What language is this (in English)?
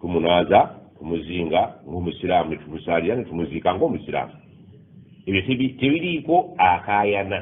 Ganda